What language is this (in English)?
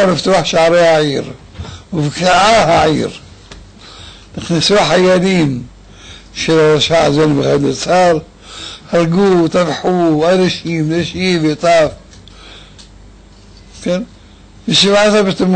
Hebrew